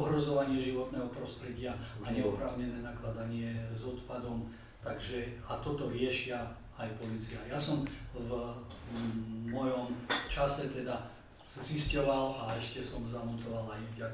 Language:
Slovak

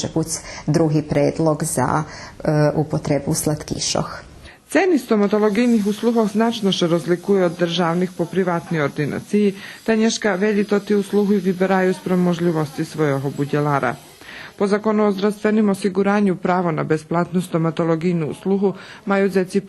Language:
Rusyn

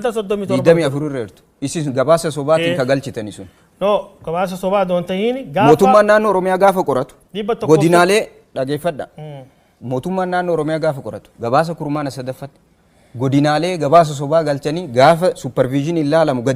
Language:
Oromo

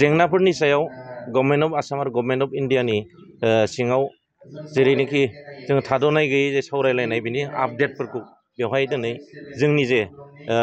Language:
Bodo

